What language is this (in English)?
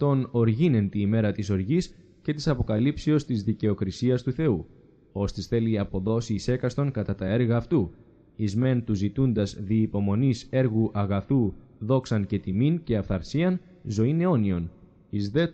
Greek